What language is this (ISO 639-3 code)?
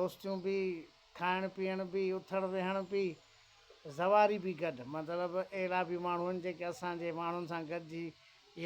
snd